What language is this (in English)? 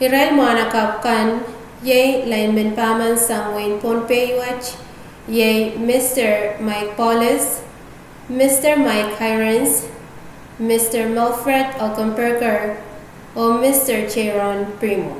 Pohnpeian